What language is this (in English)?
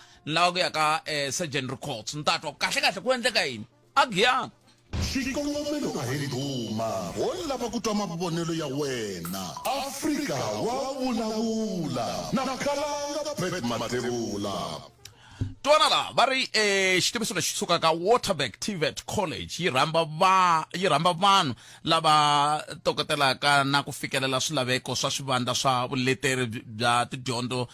Tsonga